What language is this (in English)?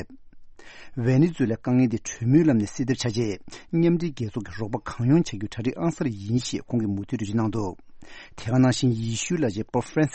Tibetan